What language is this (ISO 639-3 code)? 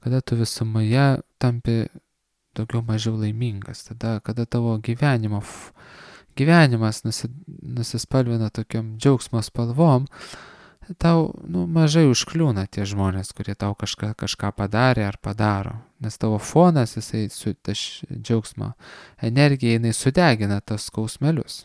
lit